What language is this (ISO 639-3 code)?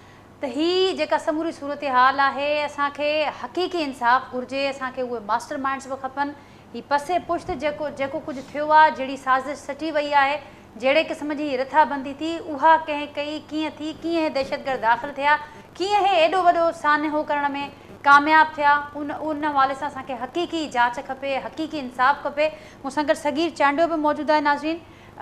snd